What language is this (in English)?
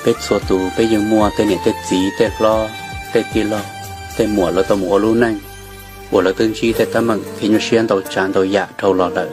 Hmong